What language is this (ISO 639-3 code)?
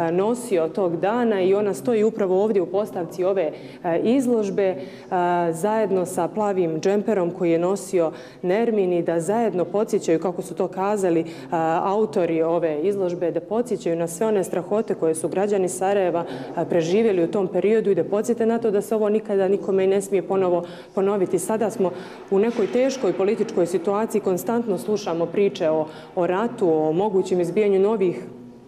bos